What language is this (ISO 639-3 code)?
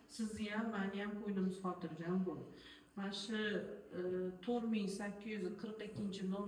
uzb